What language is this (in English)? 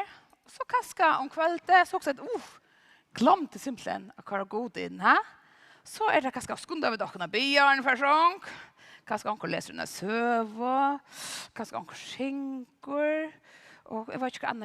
Faroese